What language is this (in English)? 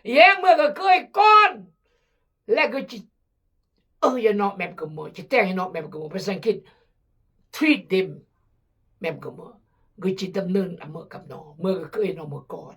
Khmu